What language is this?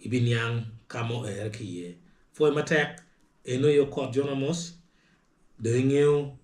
Acoli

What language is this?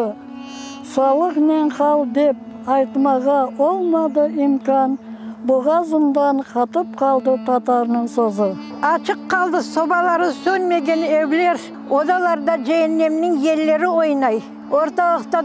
Crimean Tatar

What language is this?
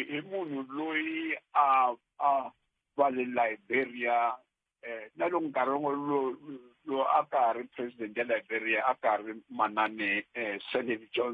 Tsonga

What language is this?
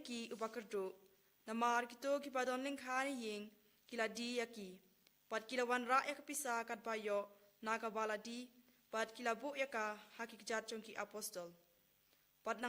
Khasi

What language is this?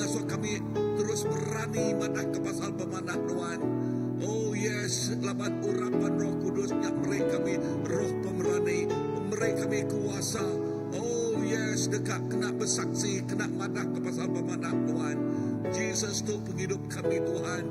Iban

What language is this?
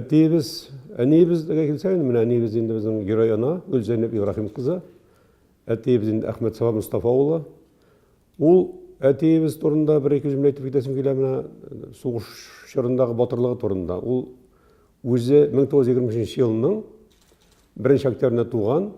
Tatar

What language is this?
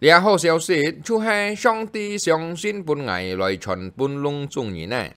Hakka Chinese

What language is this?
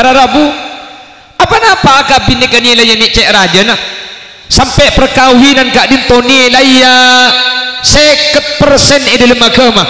Madurese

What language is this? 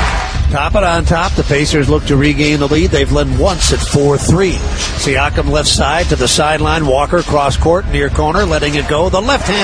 English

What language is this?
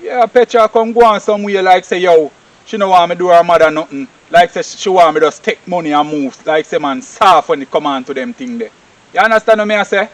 Jamaican Creole English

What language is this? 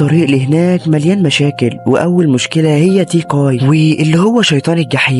Egyptian Arabic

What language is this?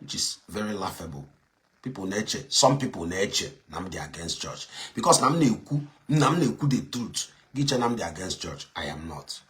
Igbo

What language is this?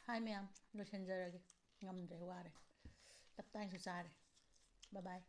Manipuri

